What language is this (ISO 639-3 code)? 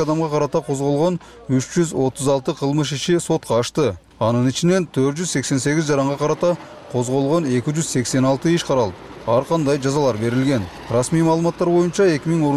kir